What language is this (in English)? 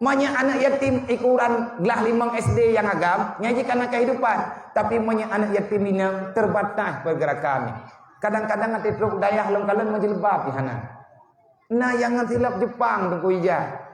Achinese